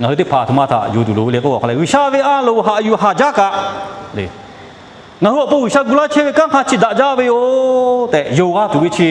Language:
Lahu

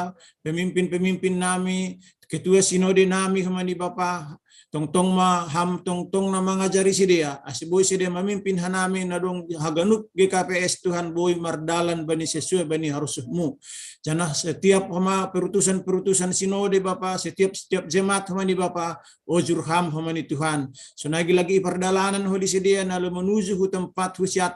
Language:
Batak Simalungun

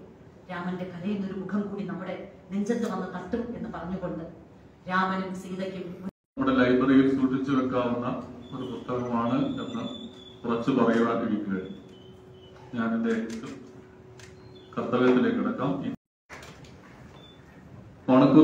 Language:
Malayalam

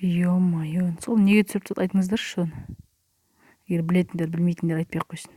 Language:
Kazakh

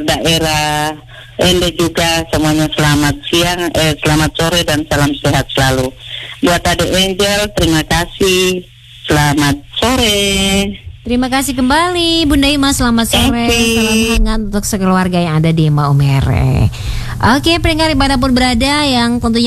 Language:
Indonesian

